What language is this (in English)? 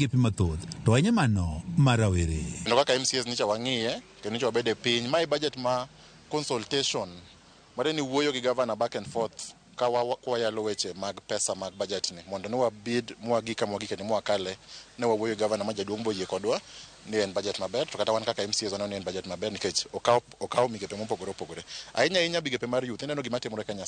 Luo (Kenya and Tanzania)